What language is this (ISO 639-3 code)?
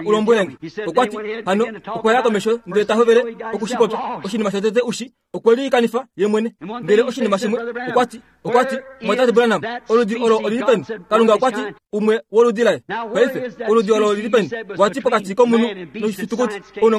kua